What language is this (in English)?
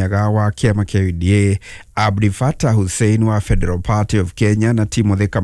Kikuyu